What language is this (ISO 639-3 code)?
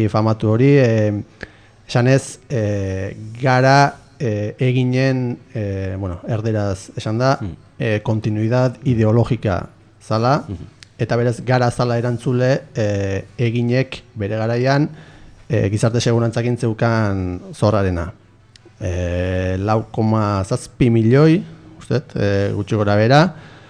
eus